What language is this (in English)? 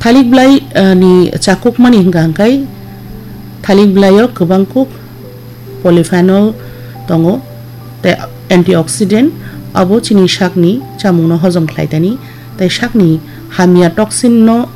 Kok Borok